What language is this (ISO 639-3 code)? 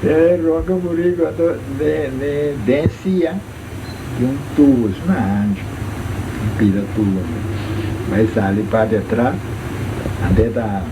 pap